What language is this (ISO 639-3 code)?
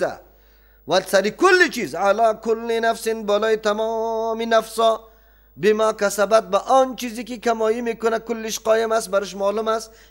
fas